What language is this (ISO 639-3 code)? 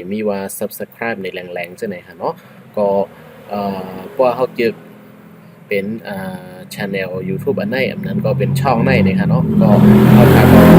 shn